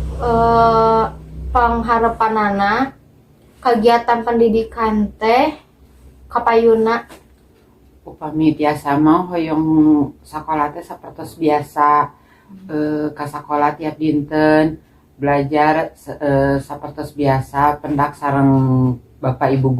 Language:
Sundanese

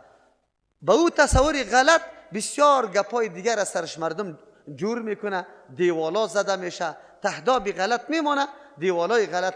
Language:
Persian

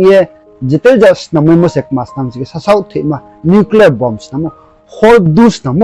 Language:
Riang (India)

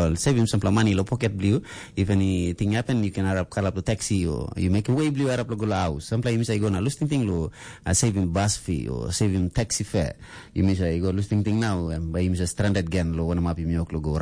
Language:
Tok Pisin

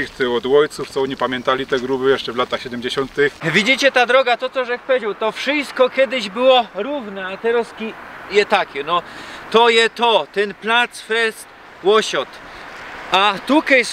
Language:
Silesian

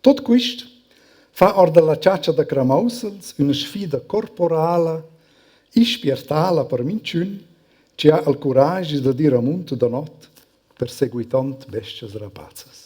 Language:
Romansh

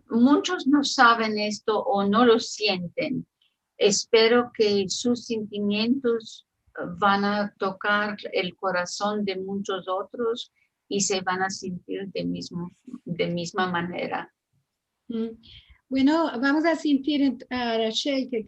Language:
Ladino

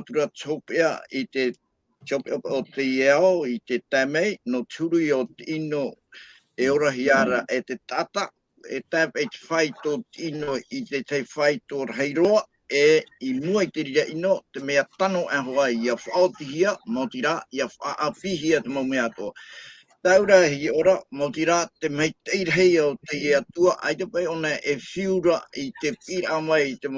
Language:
Tahitian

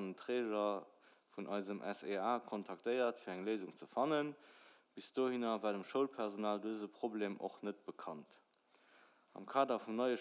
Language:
Luxembourgish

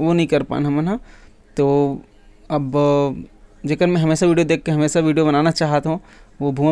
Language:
Chhattisgarhi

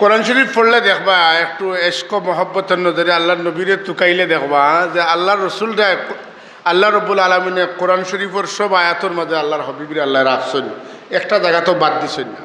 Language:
Sylheti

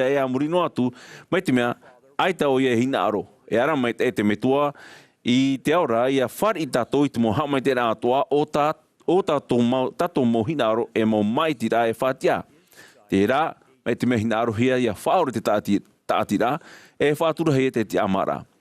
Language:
Tahitian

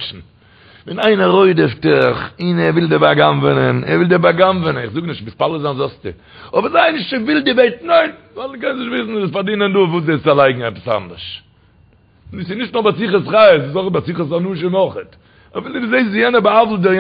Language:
Yiddish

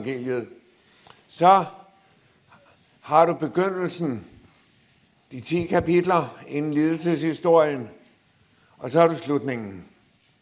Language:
Danish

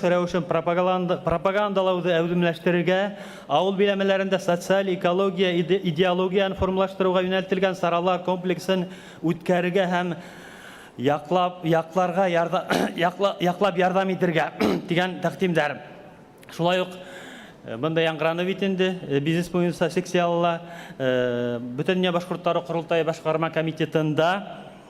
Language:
Bashkir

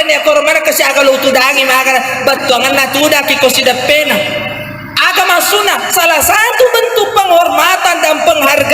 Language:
Buginese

